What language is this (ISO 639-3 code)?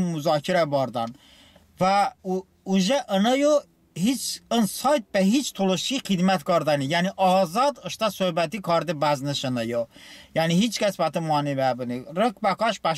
tly